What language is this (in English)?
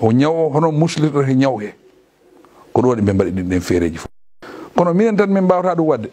Fula